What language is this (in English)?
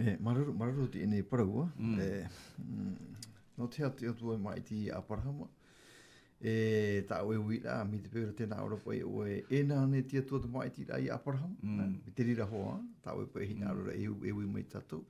Tahitian